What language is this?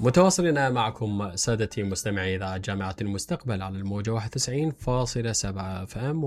Mesopotamian Arabic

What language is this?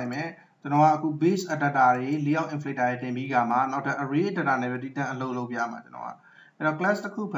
Burmese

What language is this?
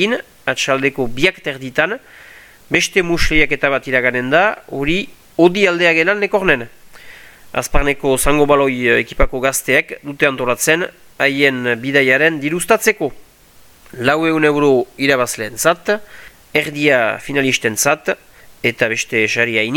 Basque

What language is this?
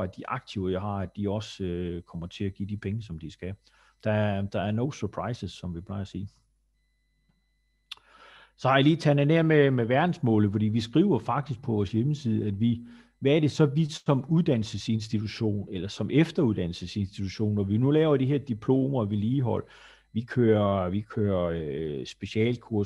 Danish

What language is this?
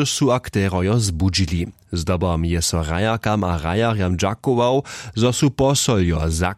Upper Sorbian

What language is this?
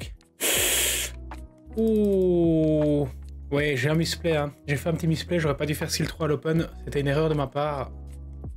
French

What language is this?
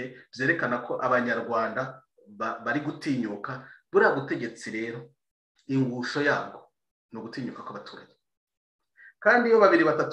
Kinyarwanda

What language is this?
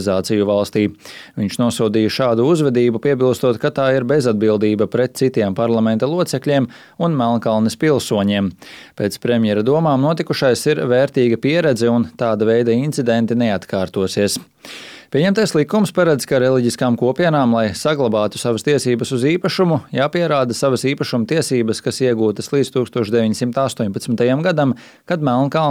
Latvian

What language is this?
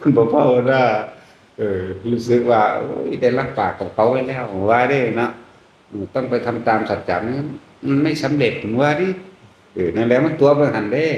Northeastern Thai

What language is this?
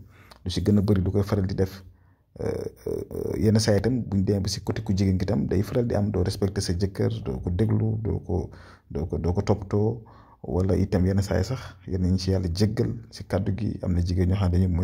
Wolof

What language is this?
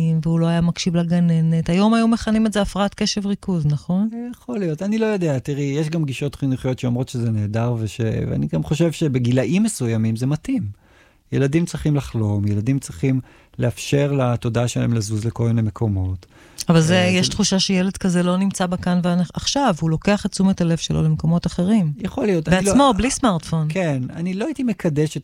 Hebrew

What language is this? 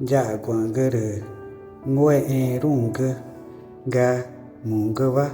Ticuna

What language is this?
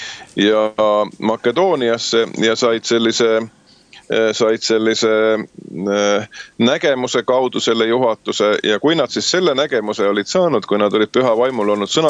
Estonian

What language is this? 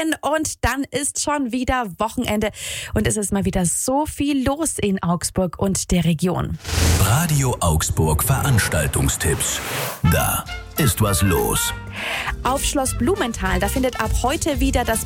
German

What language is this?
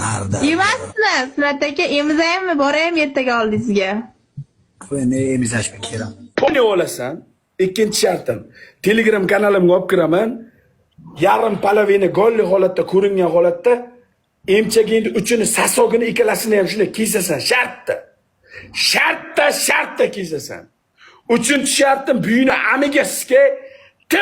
Uzbek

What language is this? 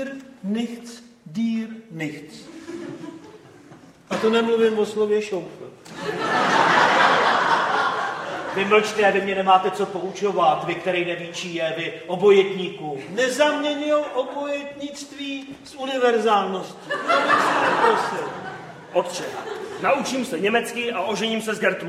Czech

